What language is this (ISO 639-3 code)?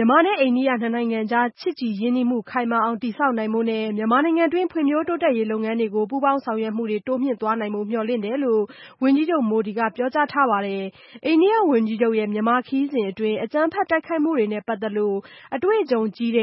mya